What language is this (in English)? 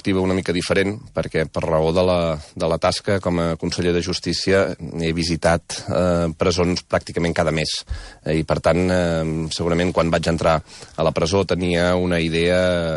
Catalan